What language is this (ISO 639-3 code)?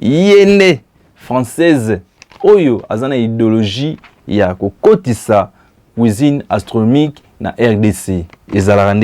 lin